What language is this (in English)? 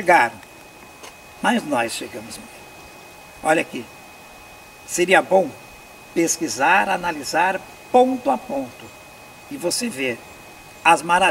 Portuguese